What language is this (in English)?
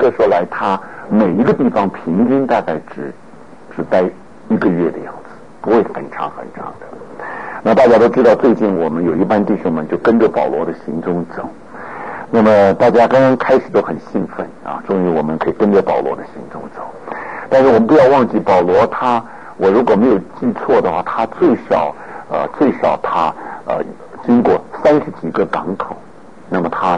Chinese